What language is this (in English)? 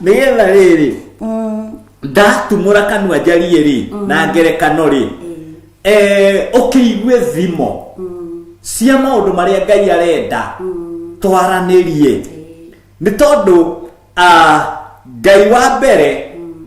Kikuyu